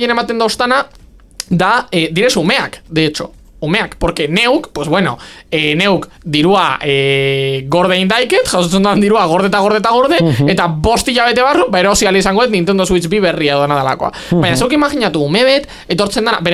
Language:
Basque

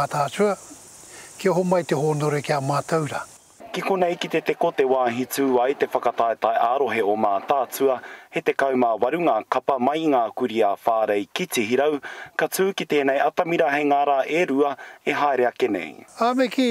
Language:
Māori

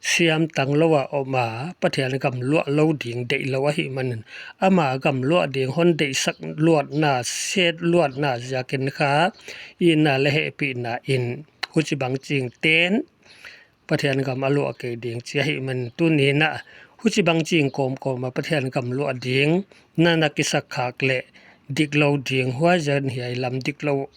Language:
Paite Chin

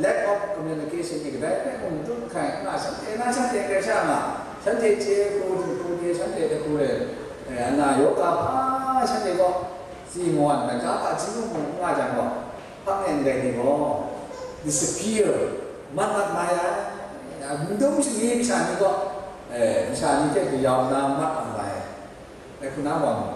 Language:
Kachin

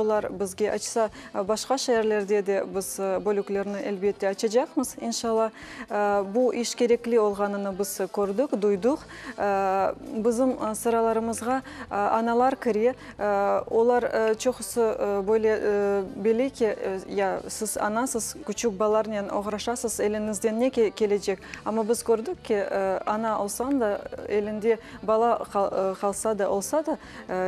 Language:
Crimean Tatar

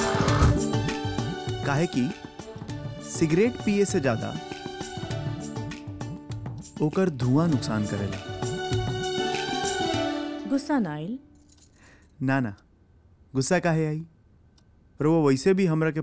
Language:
Bhojpuri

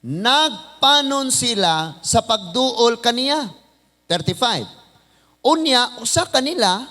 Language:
Cebuano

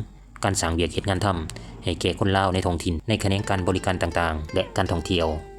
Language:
Lao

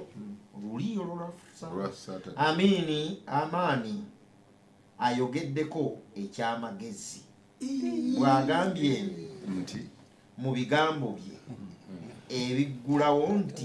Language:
Ganda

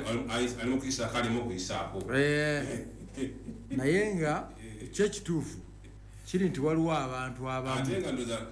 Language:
Ganda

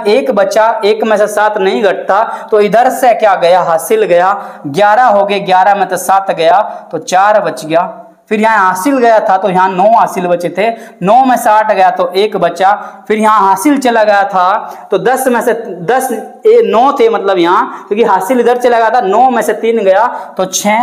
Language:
Hindi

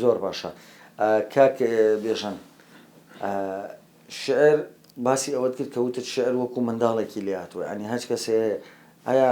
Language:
Central Kurdish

